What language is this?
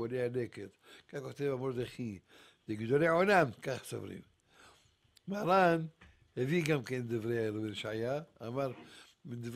Hebrew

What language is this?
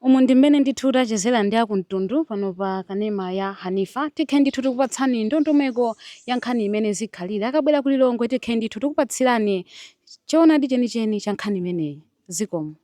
Nyanja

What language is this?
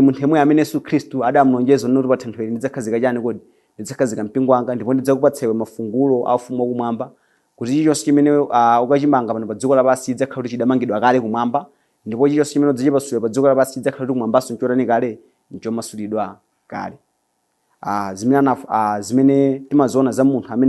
Nyanja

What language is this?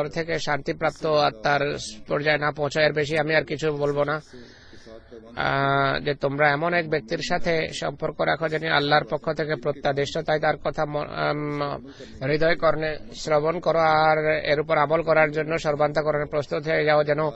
Bangla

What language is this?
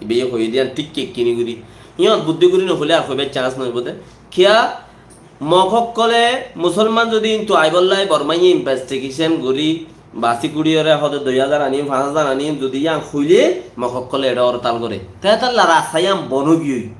Rohingya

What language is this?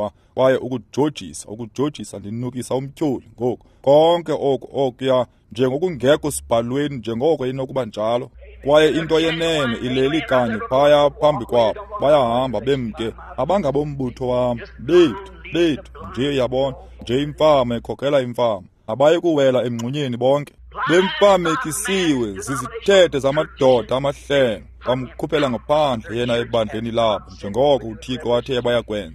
Xhosa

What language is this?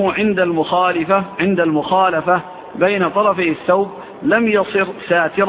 Arabic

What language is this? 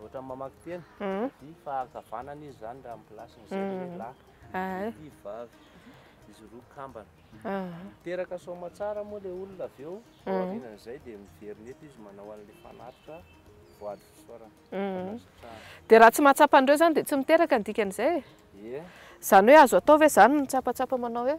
Malagasy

